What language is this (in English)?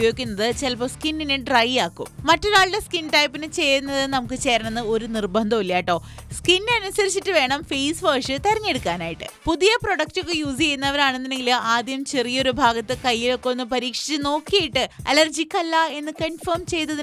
Malayalam